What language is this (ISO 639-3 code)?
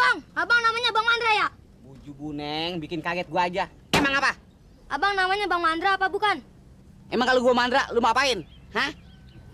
bew